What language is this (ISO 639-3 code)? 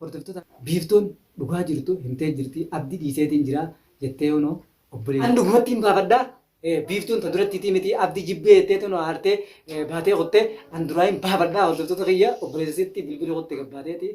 orm